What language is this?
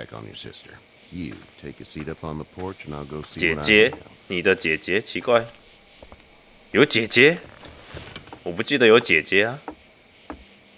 Chinese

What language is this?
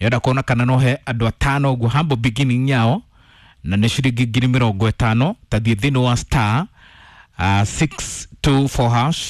Kikuyu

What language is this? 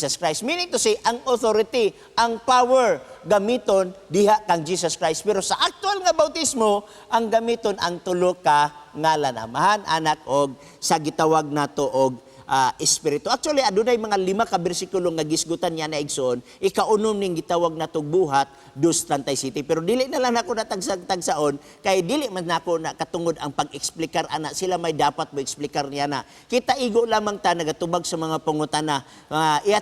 Cebuano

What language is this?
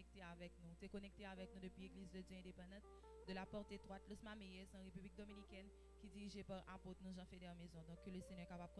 Haitian Creole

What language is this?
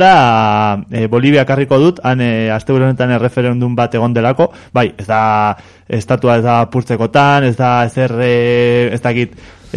Basque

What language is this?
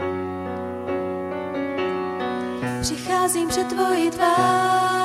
Czech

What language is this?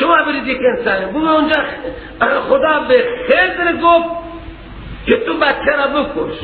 Persian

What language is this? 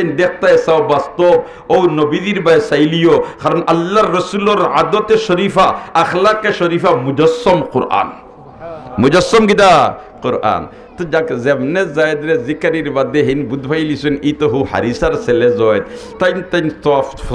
Sylheti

